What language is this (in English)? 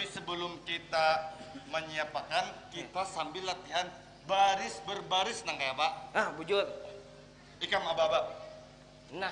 Banjar